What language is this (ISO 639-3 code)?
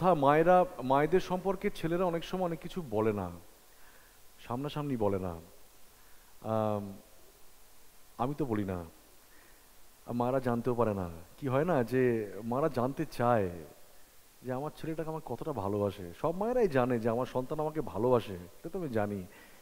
ben